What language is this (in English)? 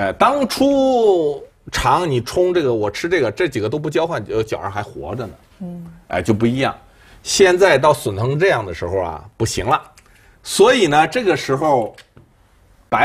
Chinese